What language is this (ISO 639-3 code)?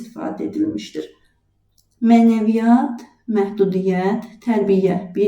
aze